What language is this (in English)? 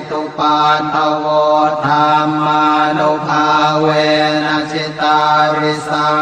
Pali